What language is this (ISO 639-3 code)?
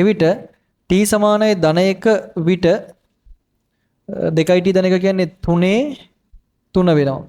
sin